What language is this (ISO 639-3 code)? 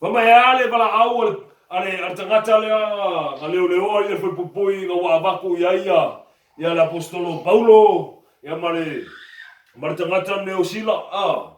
smo